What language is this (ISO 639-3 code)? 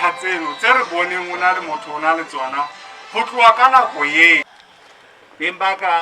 sot